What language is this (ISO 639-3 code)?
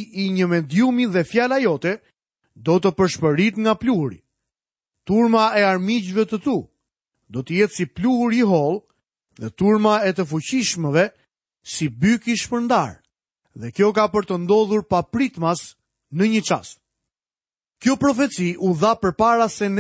sqi